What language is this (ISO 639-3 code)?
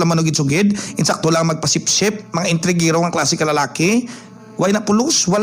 hil